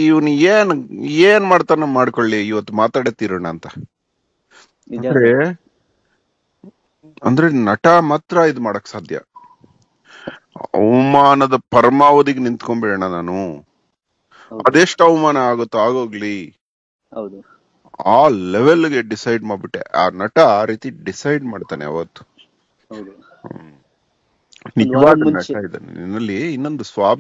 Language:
Kannada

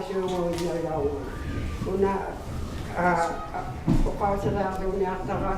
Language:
Inuktitut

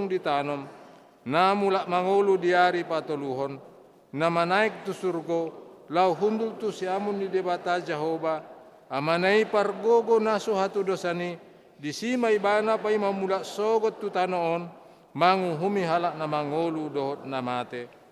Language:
Batak Toba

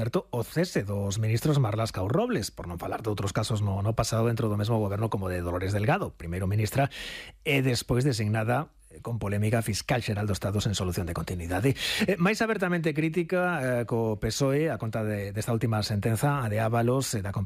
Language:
Galician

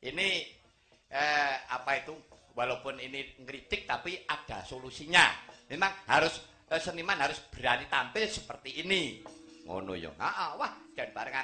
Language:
Javanese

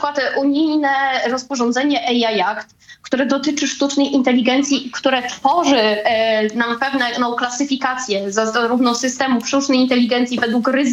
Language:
Polish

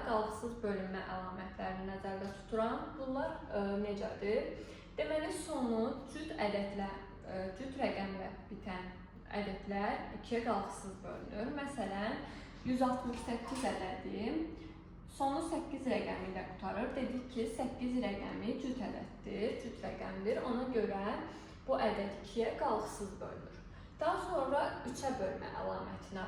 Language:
Azerbaijani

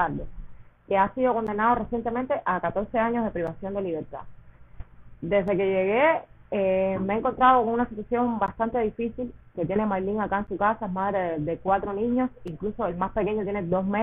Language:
Spanish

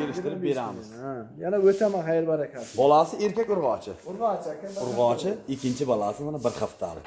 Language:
Uzbek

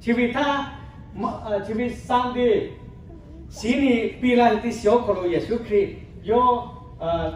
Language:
Lahu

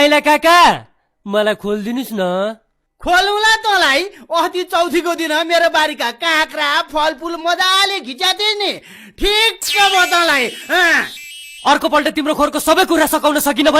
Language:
Nepali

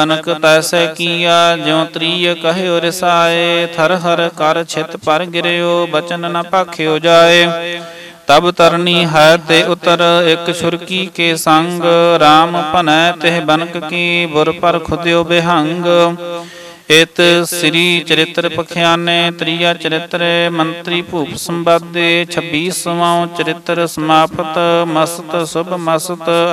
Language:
Punjabi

